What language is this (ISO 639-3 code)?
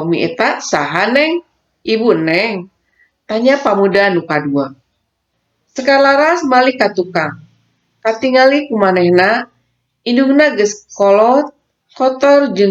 sun